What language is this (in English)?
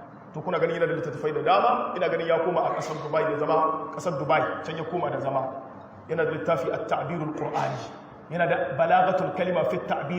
Hausa